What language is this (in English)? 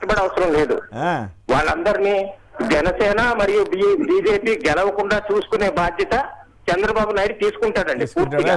Telugu